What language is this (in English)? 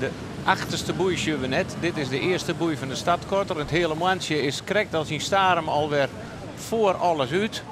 Western Frisian